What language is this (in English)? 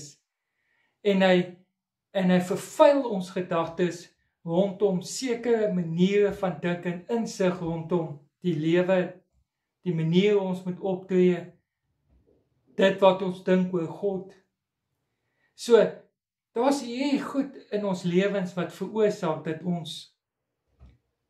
Afrikaans